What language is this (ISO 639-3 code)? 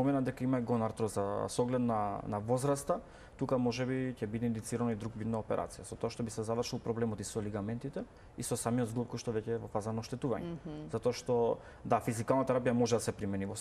mkd